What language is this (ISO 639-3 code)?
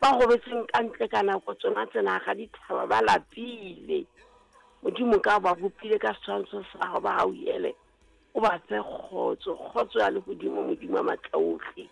sot